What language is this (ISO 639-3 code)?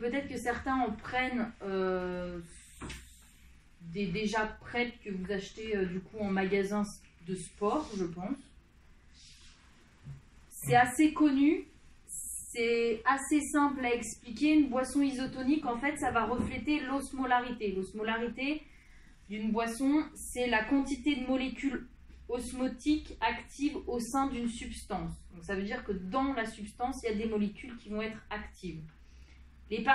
fra